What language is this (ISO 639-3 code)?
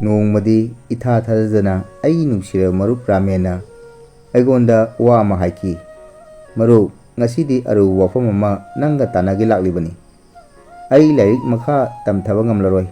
mni